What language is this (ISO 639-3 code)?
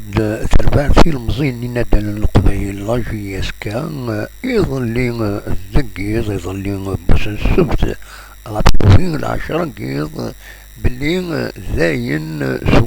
kab